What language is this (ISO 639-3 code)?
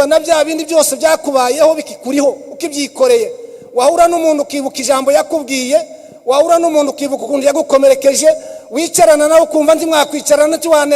kin